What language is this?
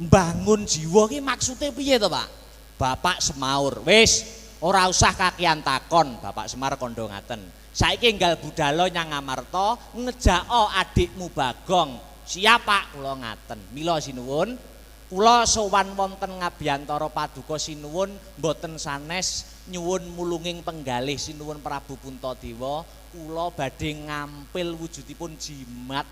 Javanese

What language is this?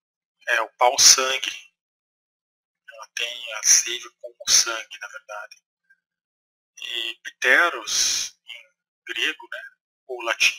Portuguese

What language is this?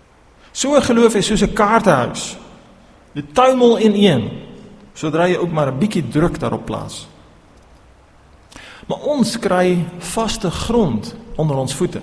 Afrikaans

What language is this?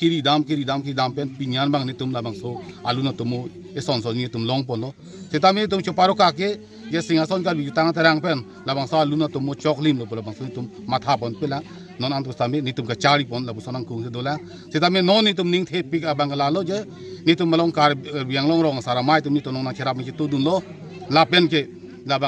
Karbi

